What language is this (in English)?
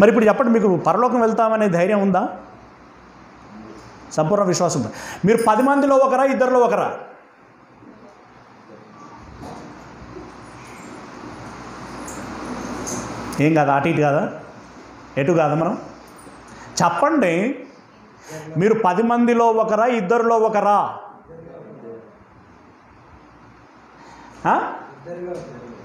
Telugu